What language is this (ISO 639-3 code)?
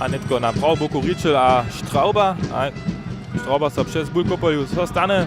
hsb